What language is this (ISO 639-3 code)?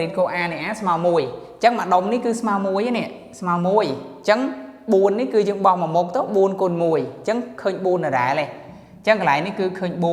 khm